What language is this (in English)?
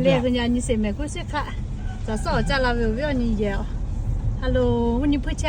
Lahu